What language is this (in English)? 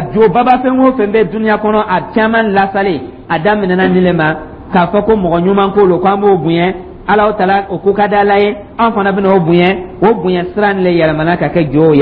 Dyula